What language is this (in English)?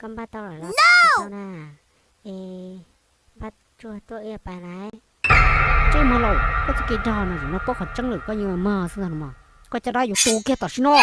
Hmong